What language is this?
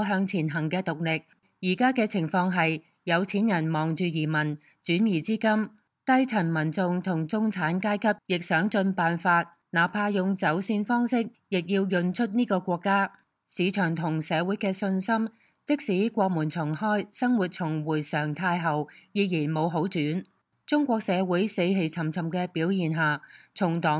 Cantonese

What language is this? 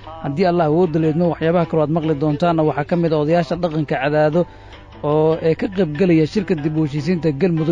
Somali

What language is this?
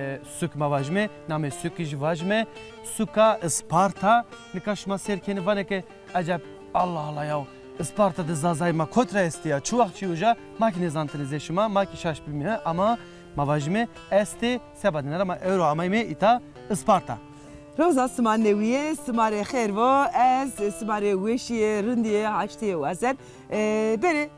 Zaza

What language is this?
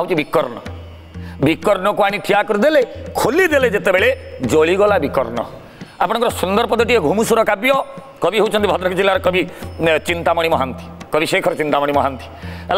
Odia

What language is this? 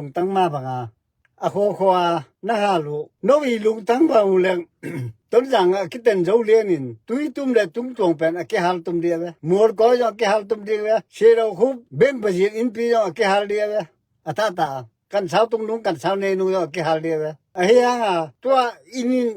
Tedim Chin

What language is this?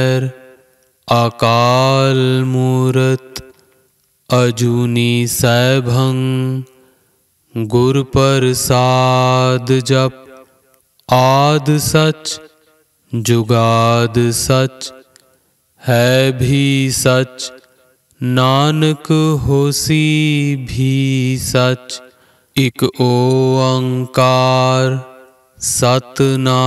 Punjabi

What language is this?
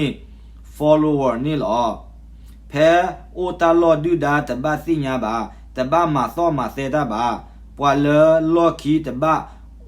S'gaw Karen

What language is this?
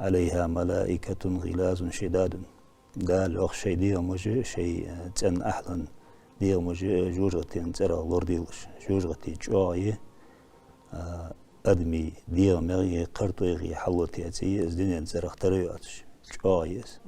Ingush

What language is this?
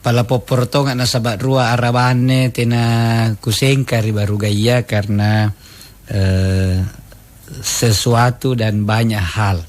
Makasar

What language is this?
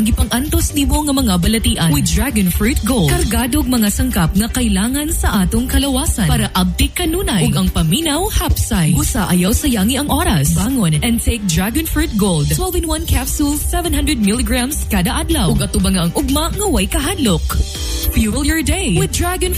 Cebuano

